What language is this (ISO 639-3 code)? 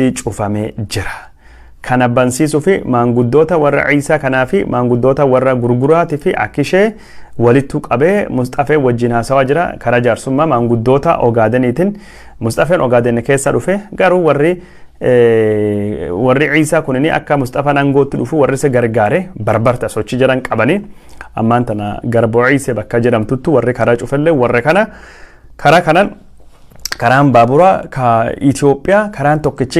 orm